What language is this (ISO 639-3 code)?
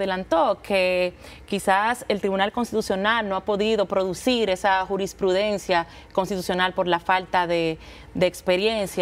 spa